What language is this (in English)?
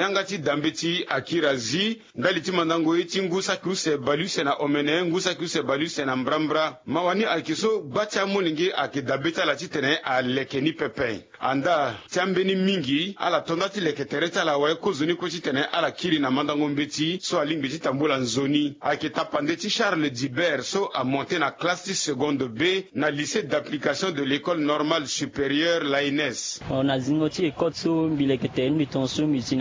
Sango